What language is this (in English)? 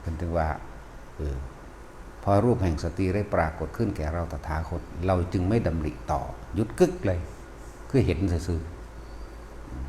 Northeastern Thai